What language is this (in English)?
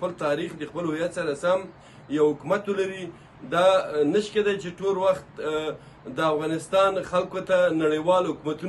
Pashto